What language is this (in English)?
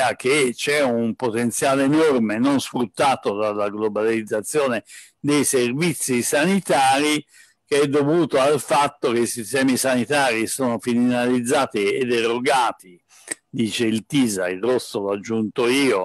Italian